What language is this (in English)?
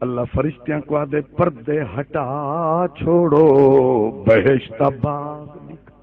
Saraiki